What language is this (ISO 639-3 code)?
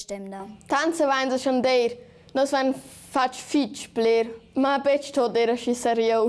roh